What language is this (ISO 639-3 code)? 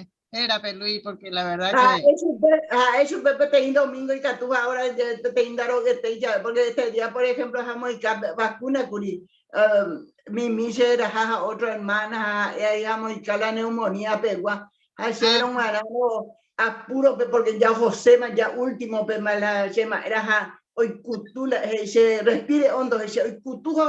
grn